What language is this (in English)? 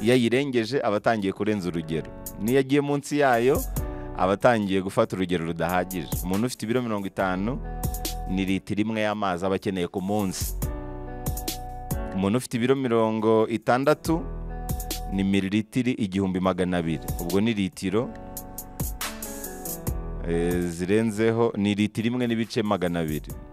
Kinyarwanda